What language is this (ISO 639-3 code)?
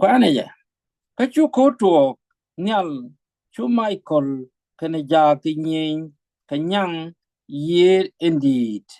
nus